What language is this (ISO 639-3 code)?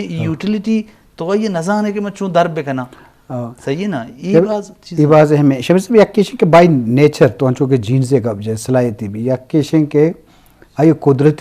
bgp